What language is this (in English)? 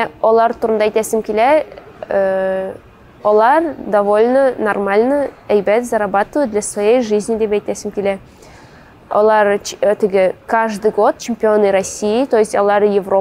Tatar